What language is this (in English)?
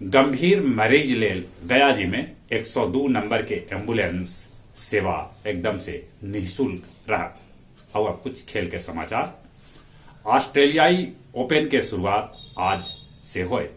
Magahi